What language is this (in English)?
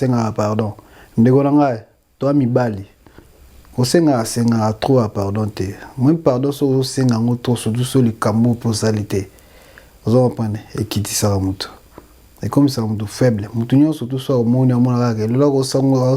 Lingala